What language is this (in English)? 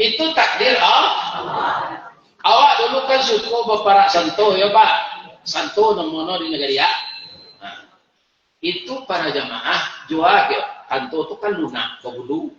Minangkabau